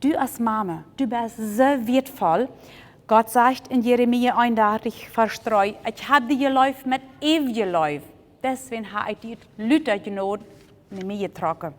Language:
Plautdietsch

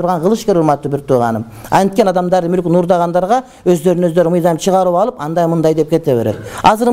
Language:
Kyrgyz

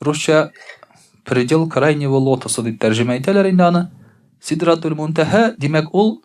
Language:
Tatar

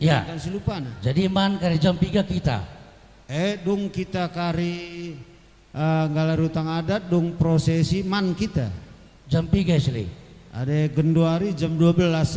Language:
Batak Karo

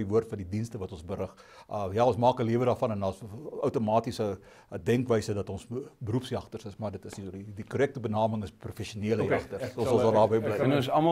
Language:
Afrikaans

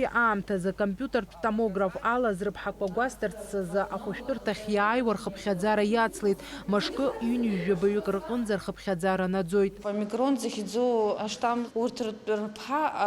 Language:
Abkhazian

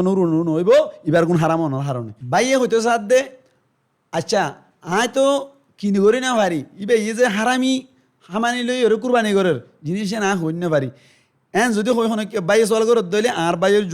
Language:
Rohingya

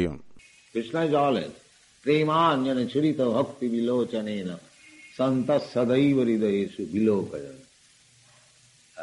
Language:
Tamil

